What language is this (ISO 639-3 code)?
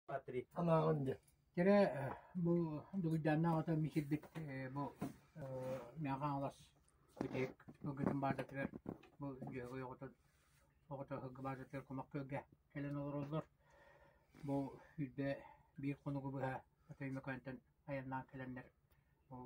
sah